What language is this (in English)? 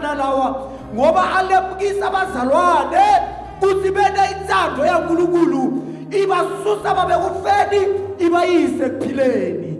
Zulu